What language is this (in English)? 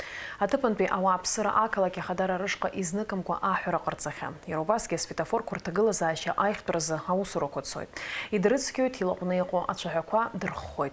Abkhazian